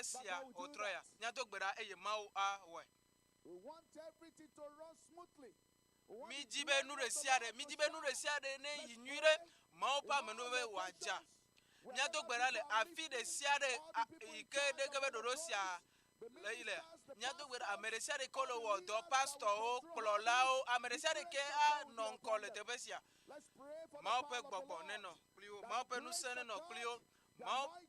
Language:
Ewe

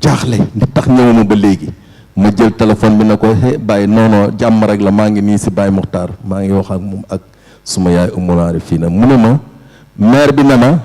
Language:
Wolof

